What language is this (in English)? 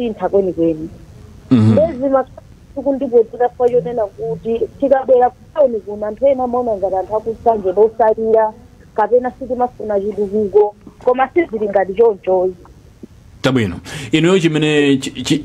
Nyanja